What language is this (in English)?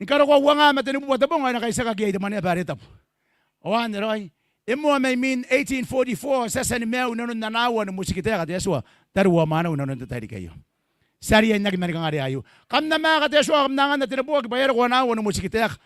Gilbertese